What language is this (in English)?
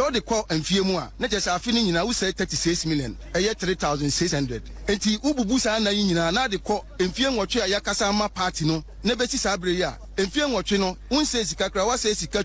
Akan